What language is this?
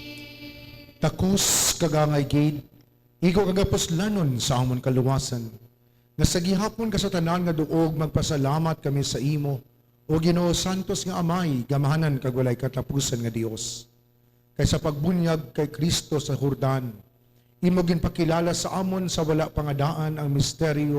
Hiligaynon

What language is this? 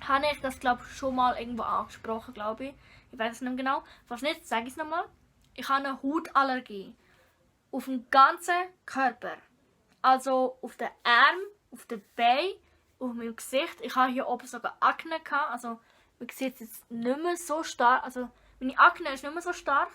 Swiss German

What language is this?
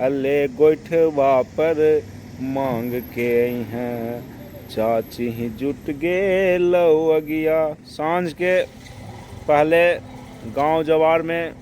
Magahi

